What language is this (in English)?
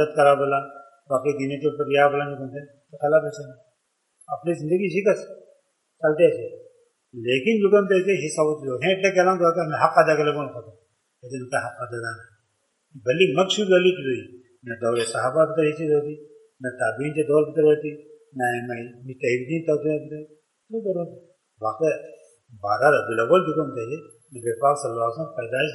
Urdu